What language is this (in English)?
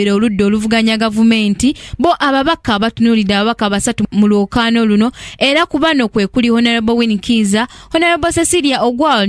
Ganda